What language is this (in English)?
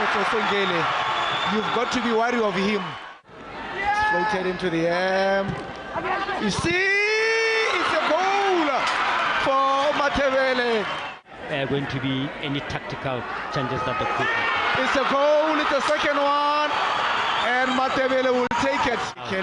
Tswana